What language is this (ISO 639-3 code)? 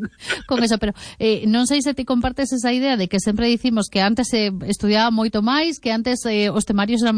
glg